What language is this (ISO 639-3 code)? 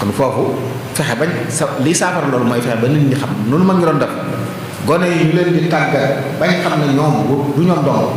wol